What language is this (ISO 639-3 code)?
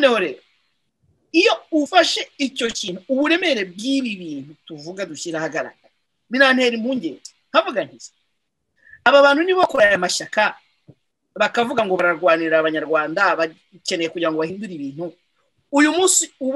kin